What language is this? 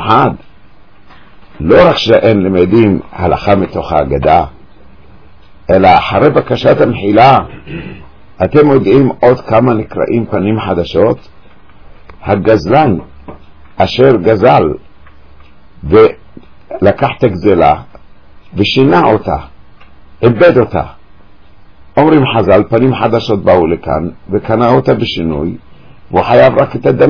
Hebrew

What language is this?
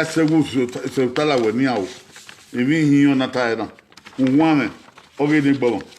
Bini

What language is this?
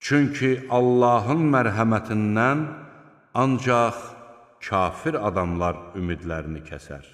Azerbaijani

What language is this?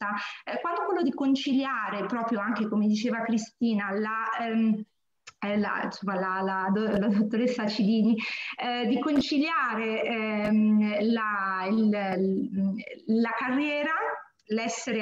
Italian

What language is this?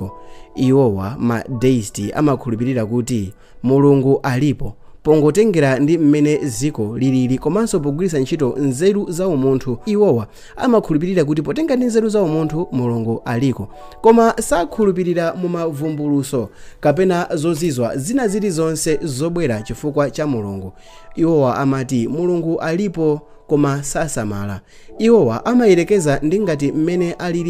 Nyanja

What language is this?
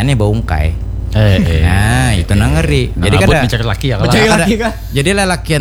Banjar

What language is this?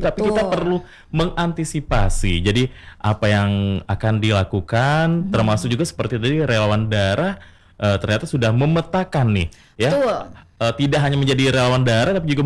Indonesian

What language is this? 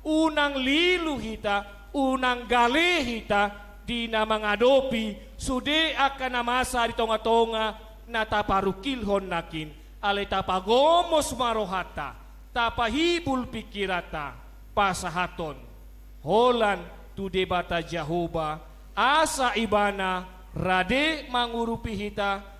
Batak Toba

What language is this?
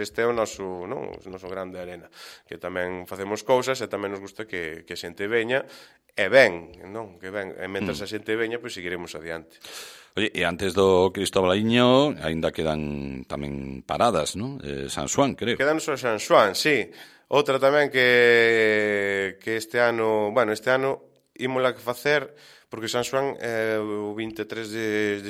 Galician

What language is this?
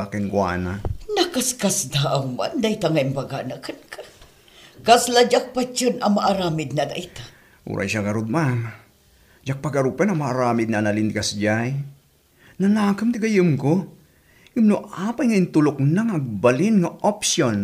Iloko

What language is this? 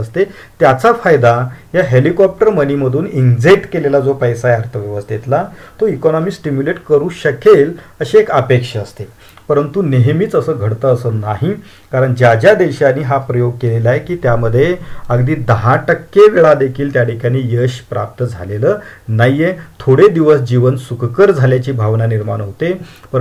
Marathi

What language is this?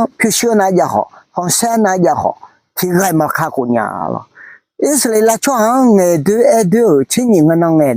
Akha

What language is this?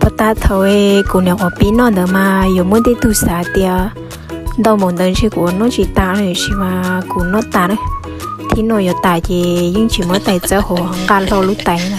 Hmong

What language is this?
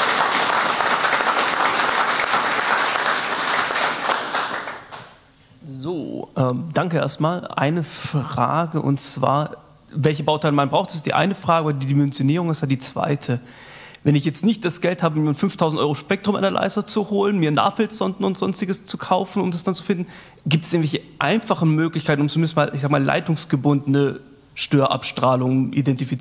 German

